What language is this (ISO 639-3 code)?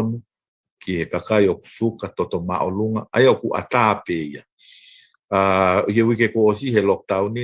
ton